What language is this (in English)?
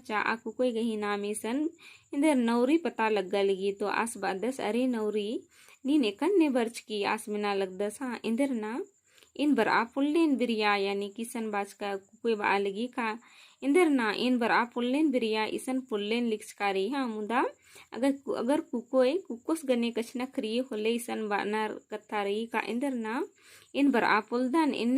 Kurukh